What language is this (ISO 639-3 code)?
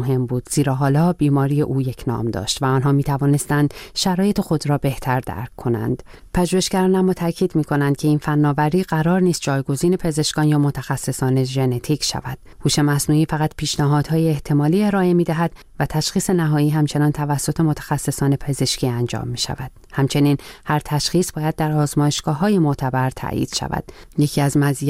fas